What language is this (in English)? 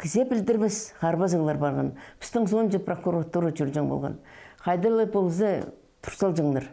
Khakas